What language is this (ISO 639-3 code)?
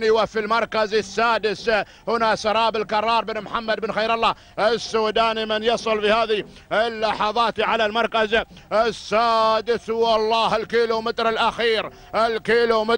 ara